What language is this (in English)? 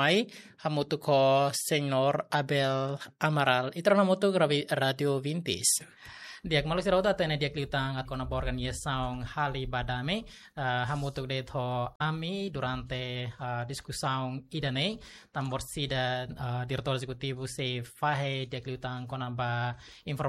Tetum